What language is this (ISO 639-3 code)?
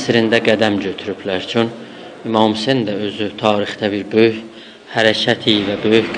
azb